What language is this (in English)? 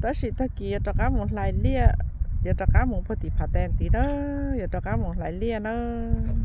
Hmong